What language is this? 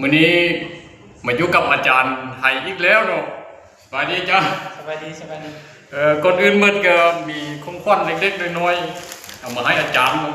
Lao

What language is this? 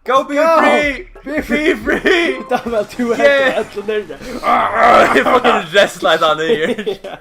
Faroese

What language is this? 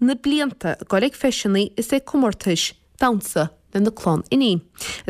Irish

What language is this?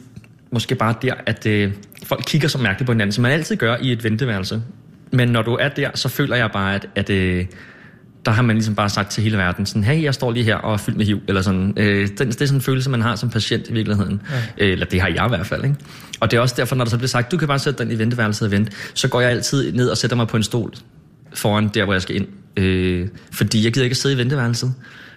Danish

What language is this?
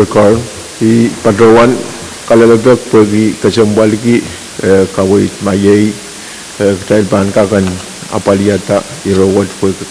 Pohnpeian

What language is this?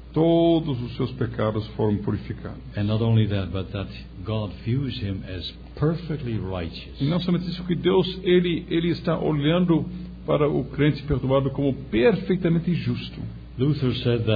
Portuguese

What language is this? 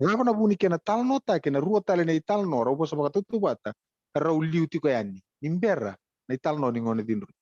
Fijian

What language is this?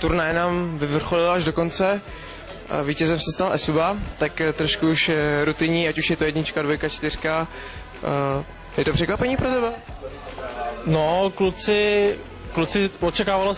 Czech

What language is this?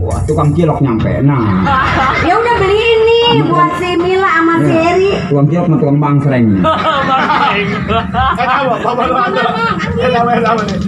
Betawi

